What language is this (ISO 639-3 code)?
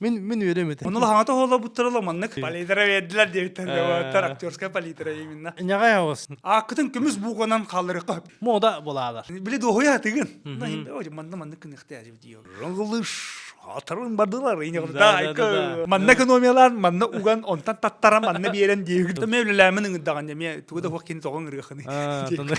sah